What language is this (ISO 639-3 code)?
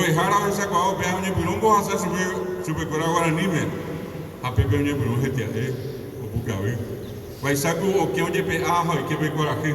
grn